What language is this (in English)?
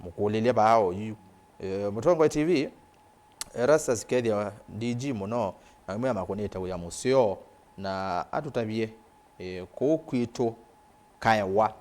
Kamba